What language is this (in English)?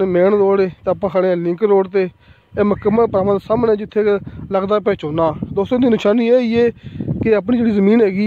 Punjabi